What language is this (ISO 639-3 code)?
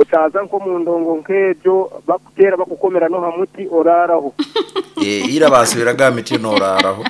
nyn